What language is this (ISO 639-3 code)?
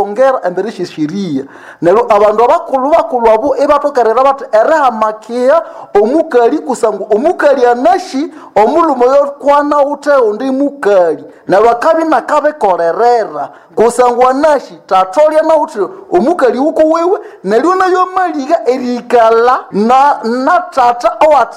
nnb